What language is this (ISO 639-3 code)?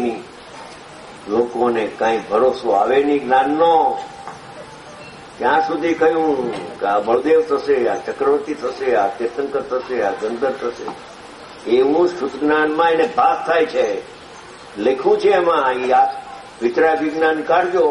guj